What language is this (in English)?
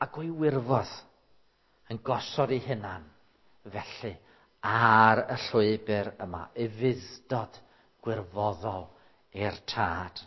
Welsh